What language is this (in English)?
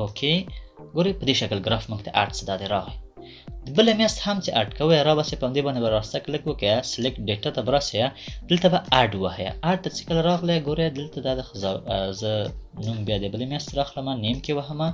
Pashto